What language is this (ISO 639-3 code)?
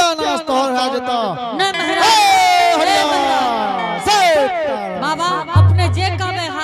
anp